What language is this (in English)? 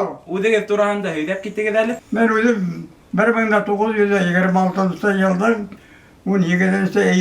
Bashkir